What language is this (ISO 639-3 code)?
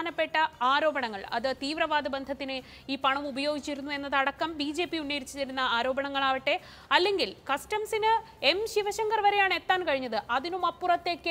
mal